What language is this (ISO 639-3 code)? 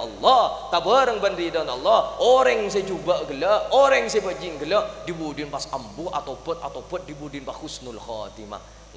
mad